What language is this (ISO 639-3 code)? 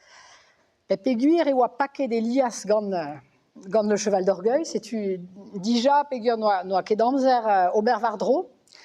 bre